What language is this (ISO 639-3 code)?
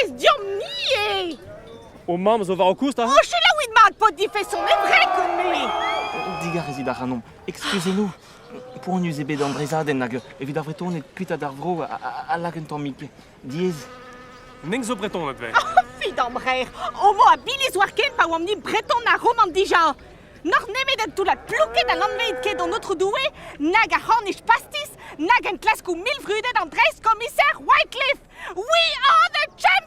bre